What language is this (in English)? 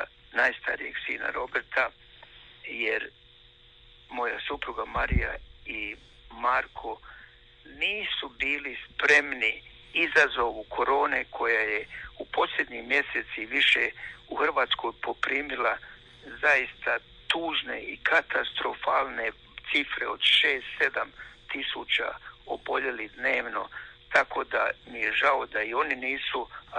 Croatian